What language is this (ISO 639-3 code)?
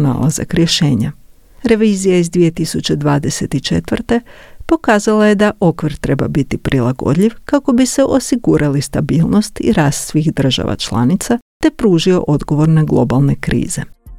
hrv